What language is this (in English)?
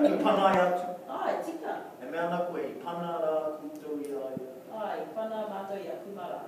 Māori